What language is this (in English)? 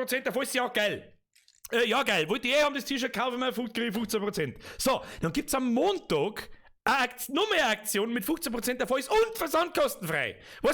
Bavarian